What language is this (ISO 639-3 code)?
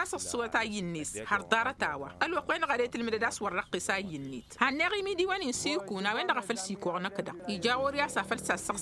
taq